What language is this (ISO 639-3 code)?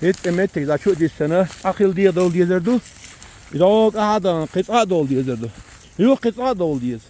che